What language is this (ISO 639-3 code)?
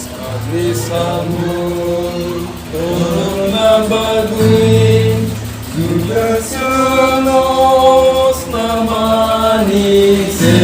trp